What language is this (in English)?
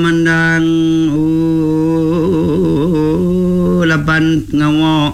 Iban